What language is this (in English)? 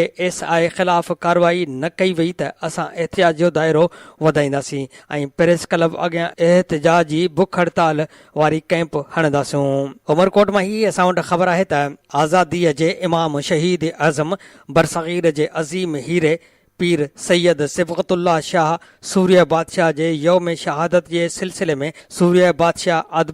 Sindhi